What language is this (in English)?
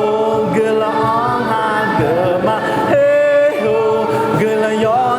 Akha